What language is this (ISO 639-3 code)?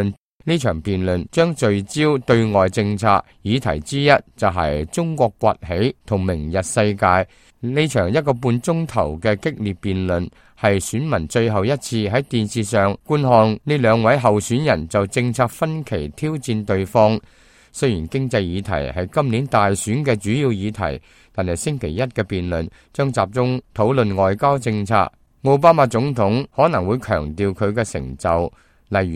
yue